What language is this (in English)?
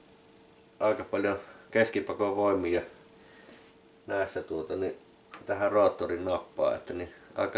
Finnish